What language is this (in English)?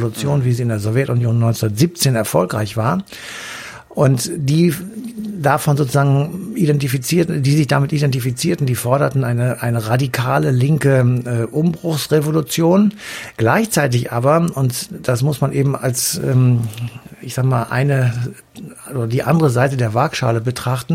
German